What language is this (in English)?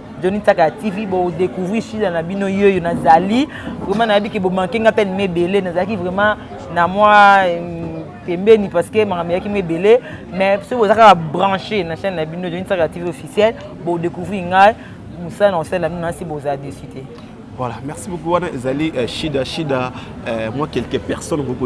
Lingala